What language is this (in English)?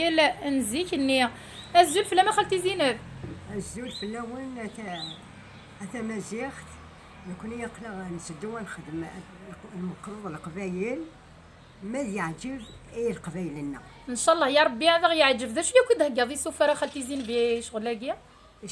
Kabyle